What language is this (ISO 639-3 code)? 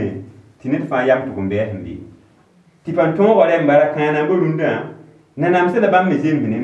mos